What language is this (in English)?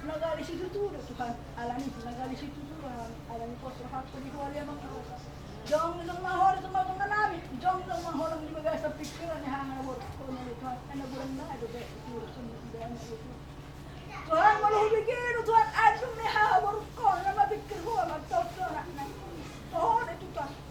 Batak Toba